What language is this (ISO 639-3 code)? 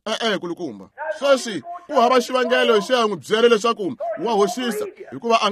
tso